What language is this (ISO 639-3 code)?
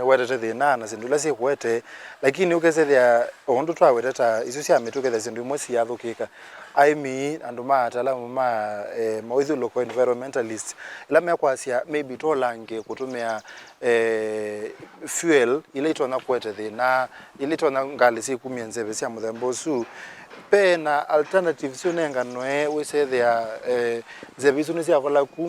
kam